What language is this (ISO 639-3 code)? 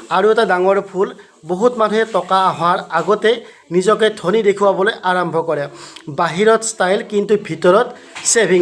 asm